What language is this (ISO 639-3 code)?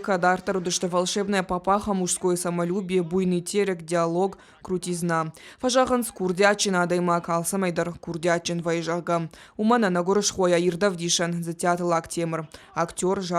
oss